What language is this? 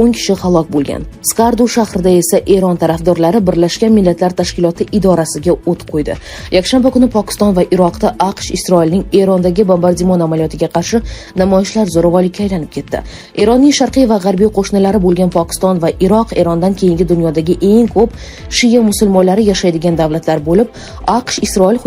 Uzbek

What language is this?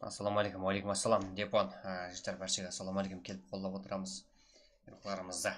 Kara-Kalpak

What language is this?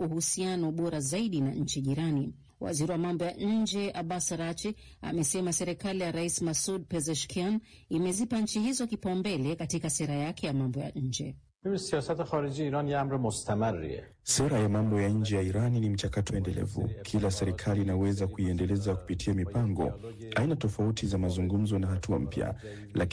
Swahili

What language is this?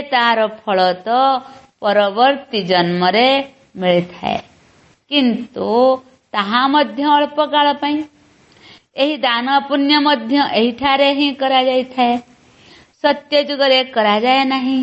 Odia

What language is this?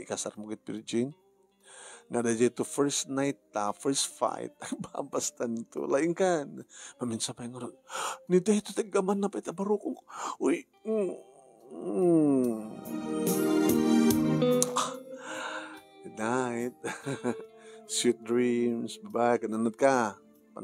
Iloko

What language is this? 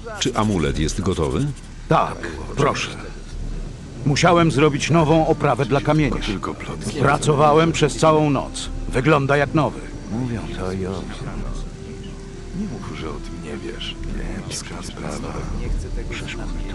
Polish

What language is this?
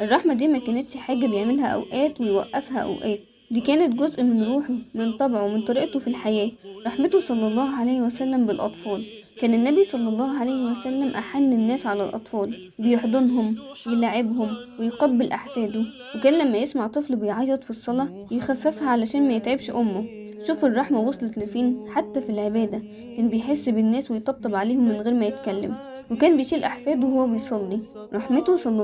Egyptian Arabic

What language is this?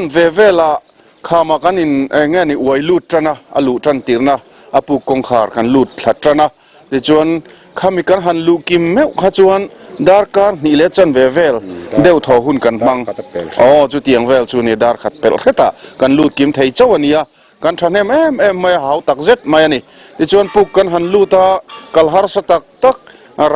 Mizo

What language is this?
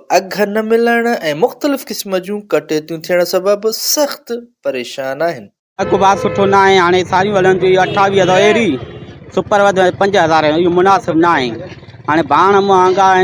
Sindhi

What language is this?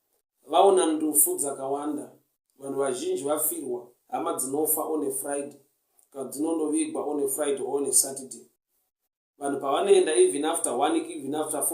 Shona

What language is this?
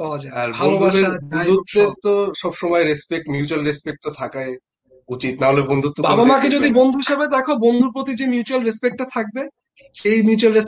Bangla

